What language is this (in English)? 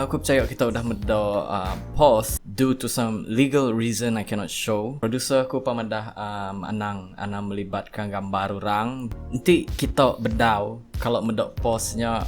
Iban